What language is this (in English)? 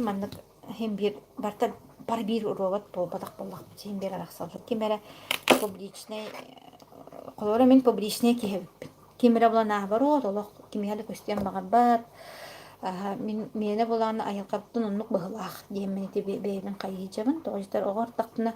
Yakut